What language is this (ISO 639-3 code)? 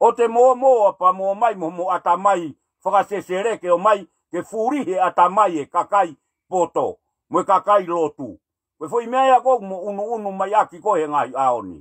ton